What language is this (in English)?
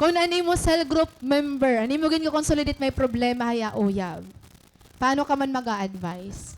Waray